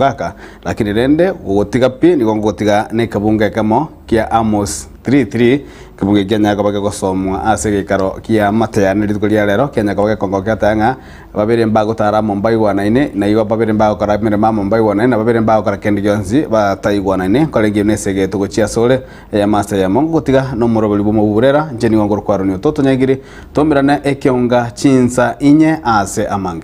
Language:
Gusii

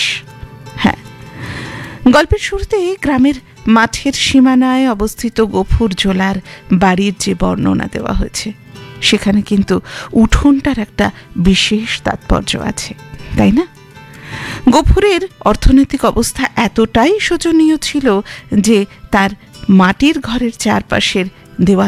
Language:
Bangla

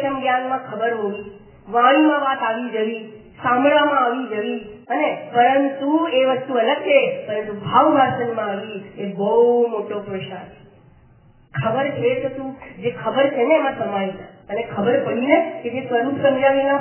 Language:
Gujarati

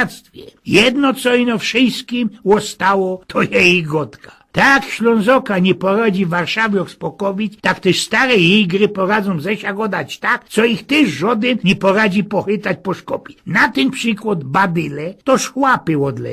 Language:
Silesian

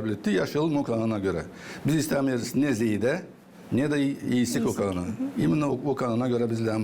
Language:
Gagauz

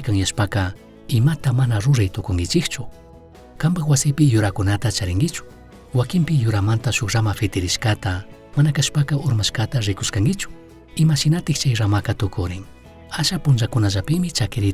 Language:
Chimborazo Highland Quichua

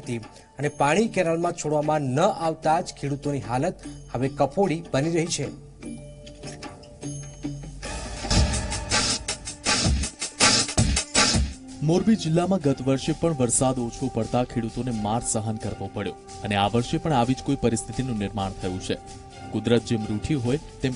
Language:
Gujarati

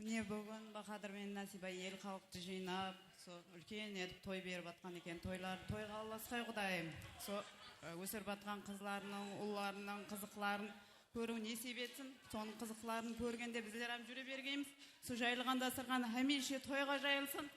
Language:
Kara-Kalpak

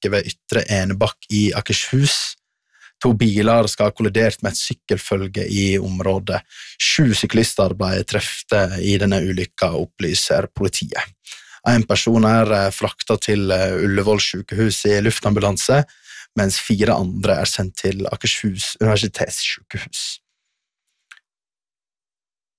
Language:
Norwegian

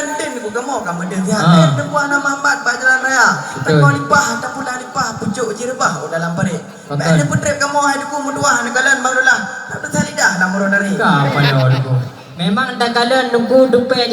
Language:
Achinese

